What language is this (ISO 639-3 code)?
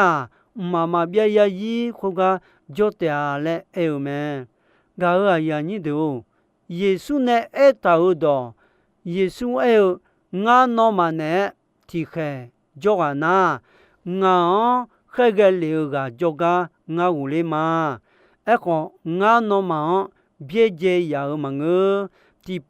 ahk